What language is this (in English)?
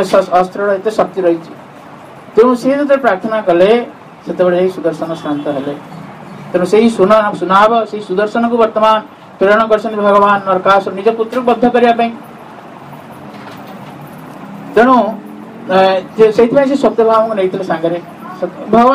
Odia